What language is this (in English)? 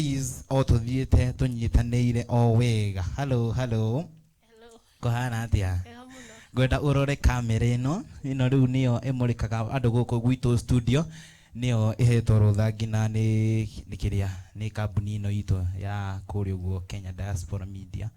Kikuyu